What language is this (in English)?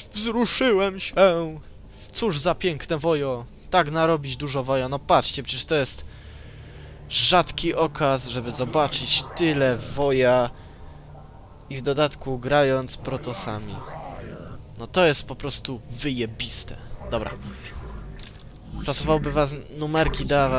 Polish